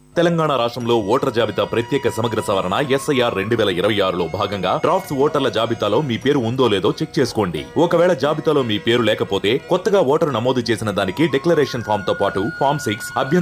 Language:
Telugu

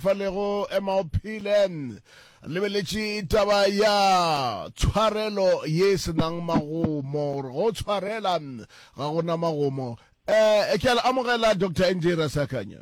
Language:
Northern Sotho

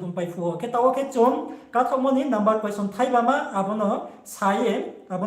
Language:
Riang (India)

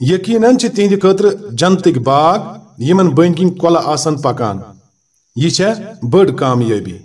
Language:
Kashmiri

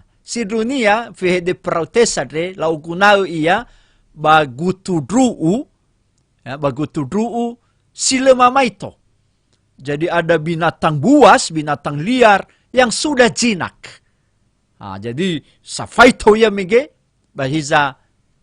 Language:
Nias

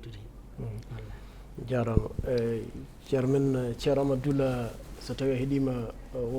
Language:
Fula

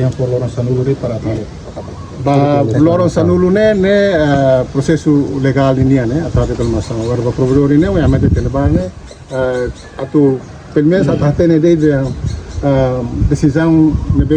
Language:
Tetum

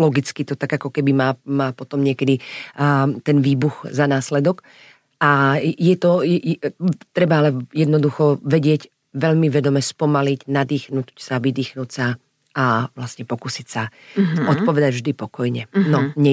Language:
Slovak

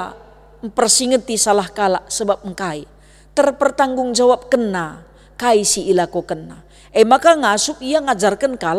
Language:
Batak Karo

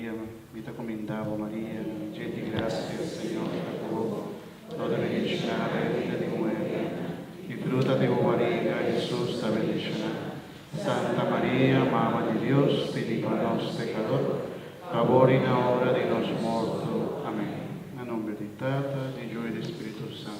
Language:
Papiamento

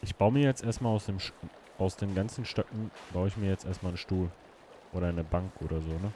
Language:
Swiss German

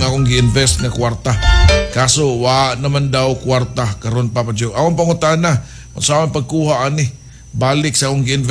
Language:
Cebuano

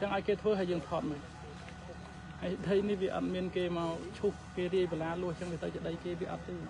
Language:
Khmer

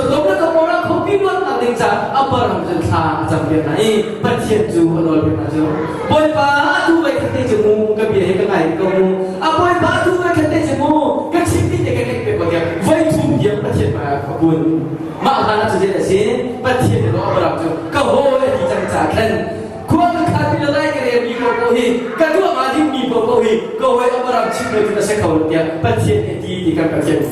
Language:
Hakha Chin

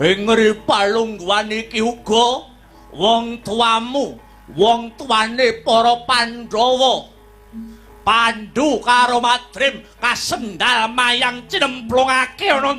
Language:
Javanese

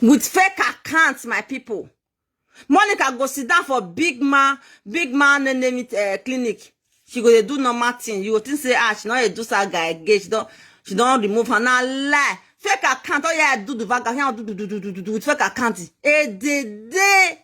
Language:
Nigerian Pidgin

